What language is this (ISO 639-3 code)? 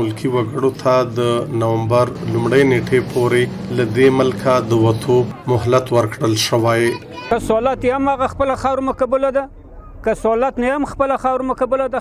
pus